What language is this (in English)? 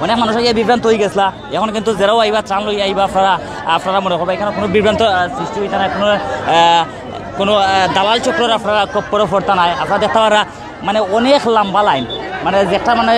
Sylheti